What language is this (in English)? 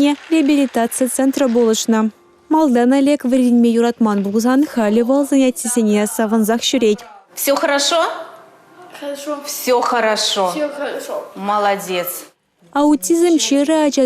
Chuvash